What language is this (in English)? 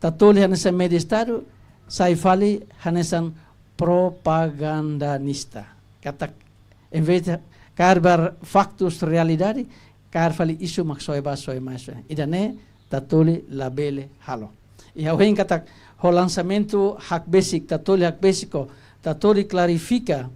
Tetum